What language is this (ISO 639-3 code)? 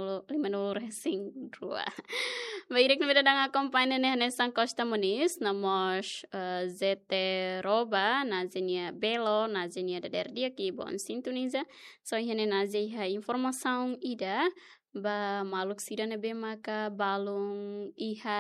tet